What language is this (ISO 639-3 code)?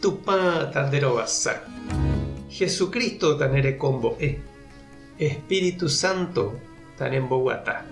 grn